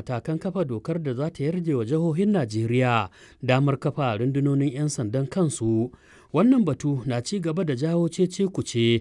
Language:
Hausa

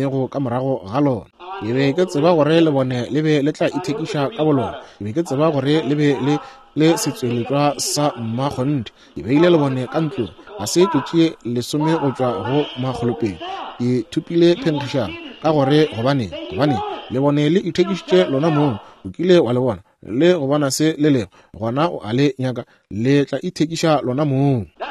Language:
Northern Sotho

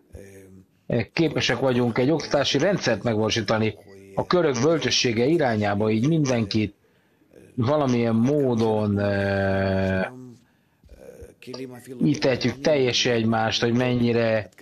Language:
Hungarian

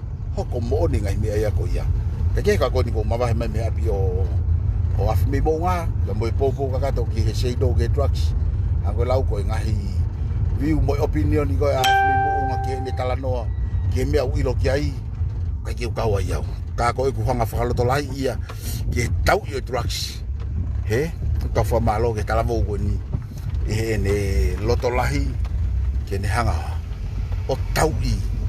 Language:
Tongan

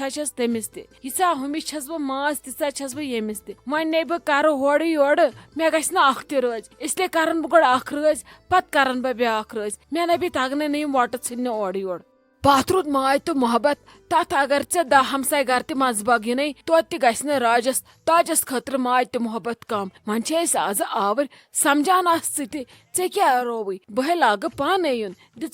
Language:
Kashmiri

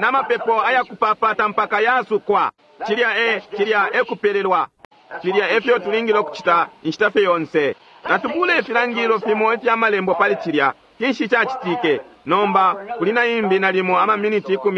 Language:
Bemba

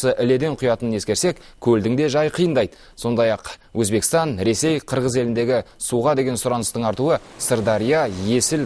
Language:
Kazakh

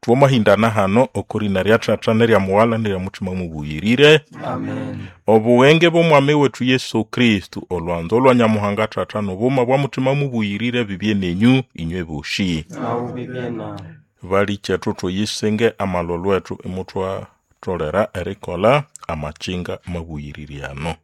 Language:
Nande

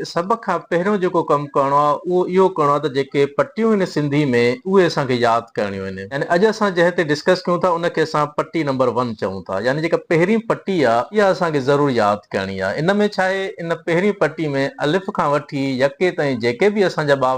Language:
Sindhi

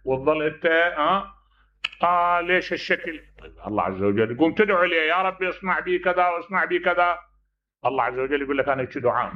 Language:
Mesopotamian Arabic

